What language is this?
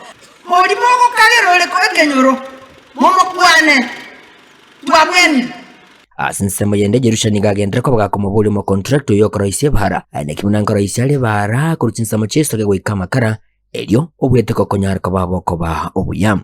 Gusii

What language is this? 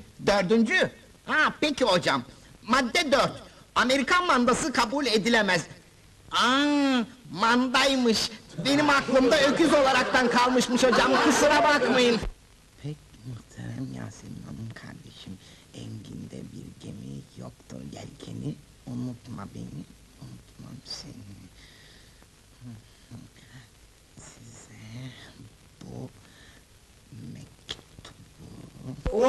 Turkish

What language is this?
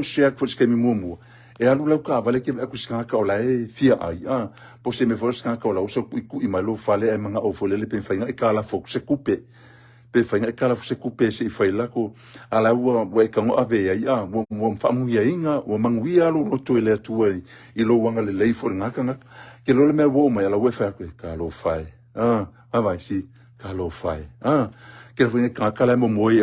Samoan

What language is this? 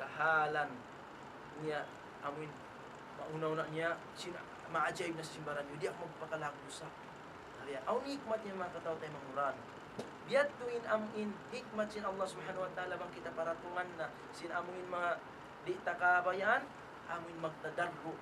Tausug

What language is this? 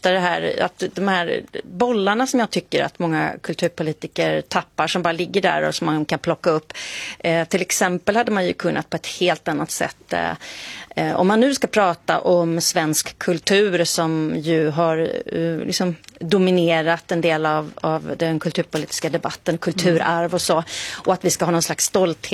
Swedish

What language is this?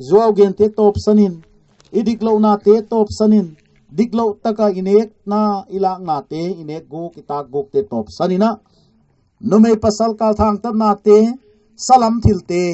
Paite Chin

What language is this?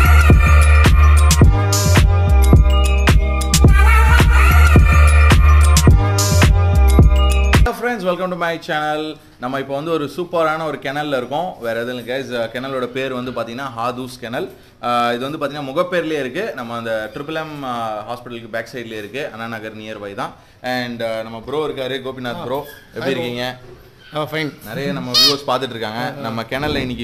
Tamil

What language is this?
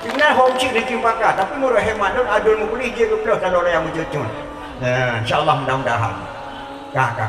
Achinese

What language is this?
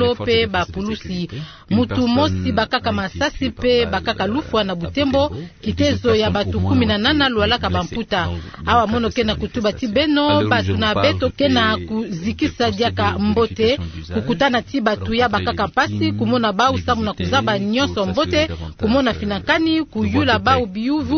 Kituba (Democratic Republic of Congo)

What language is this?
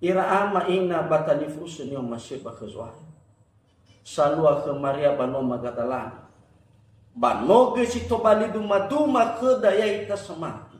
Nias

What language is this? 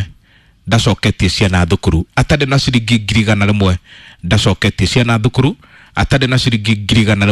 Kikuyu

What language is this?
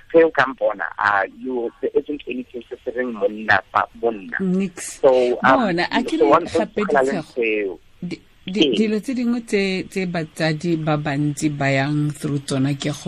Tswana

